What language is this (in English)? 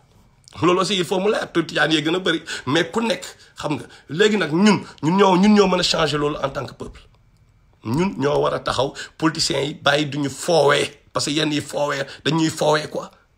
Wolof